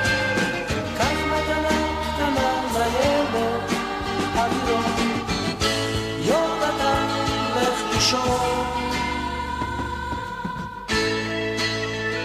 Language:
Hebrew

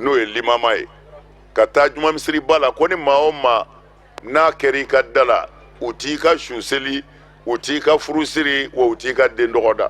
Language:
Bambara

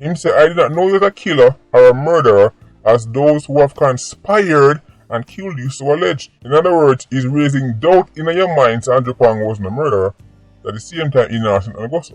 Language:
Jamaican Creole English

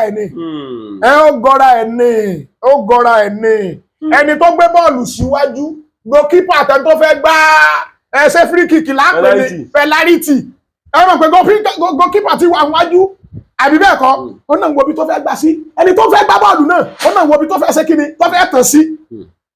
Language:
Yoruba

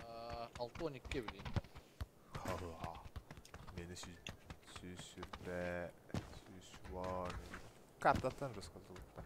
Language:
Yakut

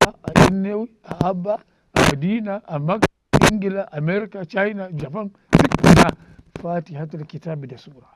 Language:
Hausa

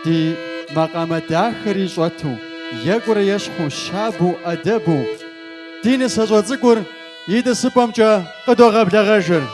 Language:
Kabardian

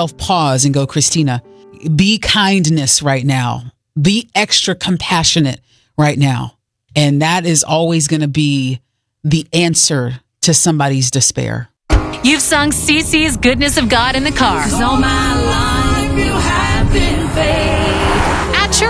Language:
English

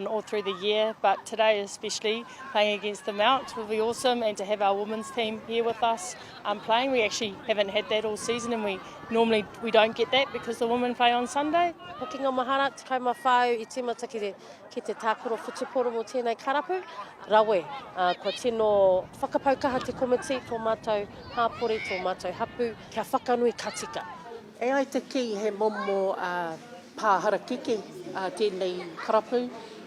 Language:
Māori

